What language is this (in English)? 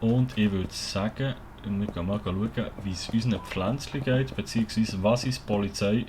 Swiss German